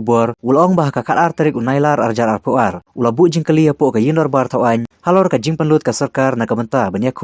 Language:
Khasi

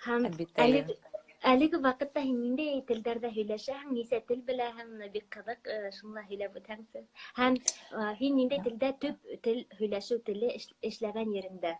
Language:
Bashkir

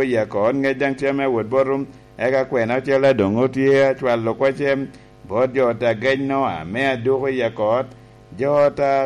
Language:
Lango (Uganda)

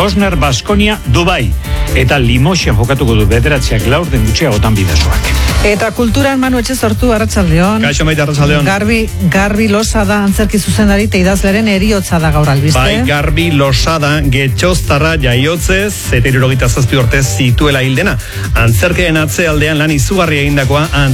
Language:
Basque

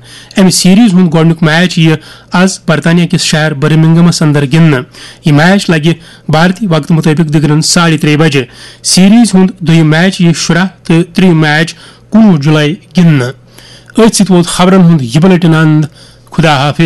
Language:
Kashmiri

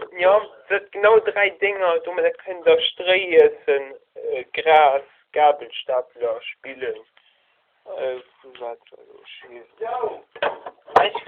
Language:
Luxembourgish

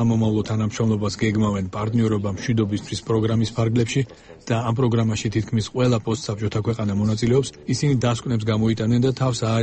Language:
Georgian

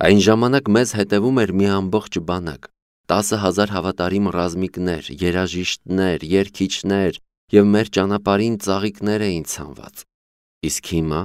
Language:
Armenian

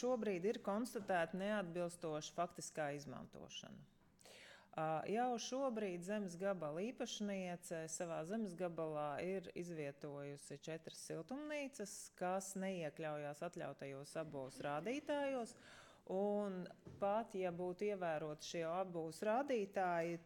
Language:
Latvian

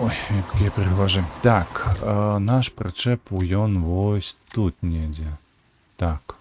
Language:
Belarusian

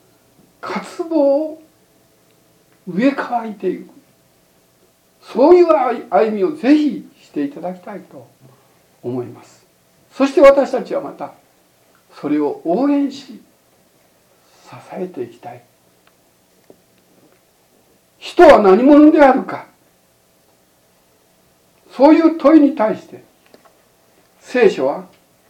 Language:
Japanese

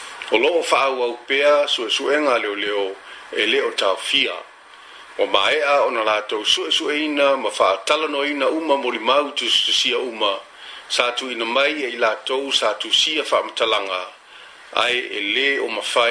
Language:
Samoan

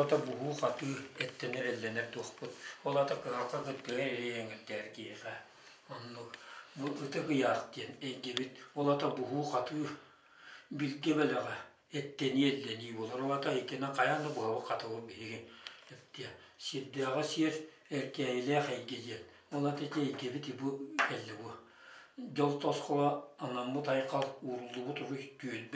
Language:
Yakut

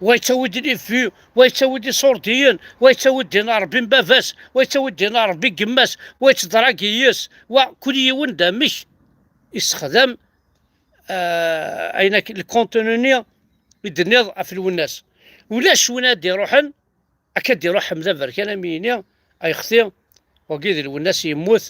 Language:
Kabyle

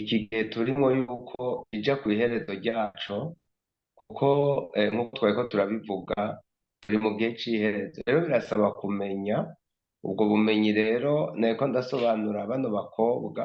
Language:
Rundi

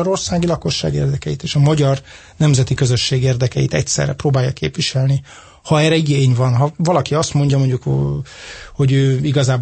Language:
Hungarian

